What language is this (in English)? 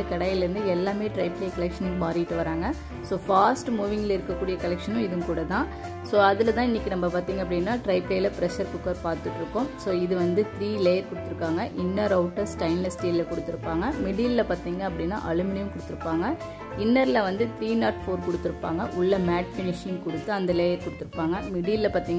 Tamil